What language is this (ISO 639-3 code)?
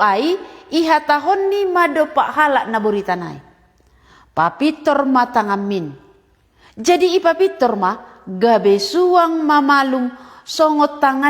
bts